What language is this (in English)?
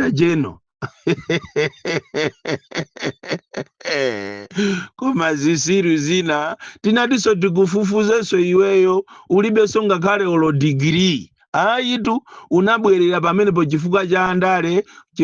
Nyanja